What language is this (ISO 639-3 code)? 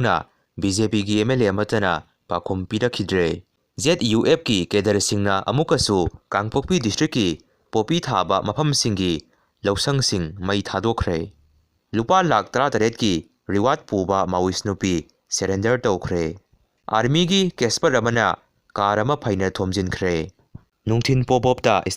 mni